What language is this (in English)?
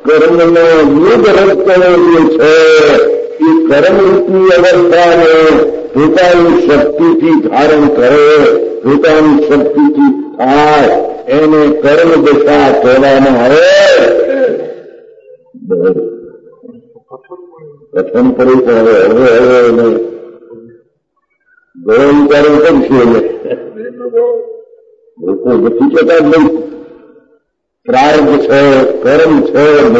Gujarati